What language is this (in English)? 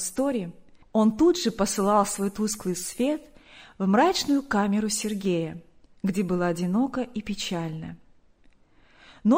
Russian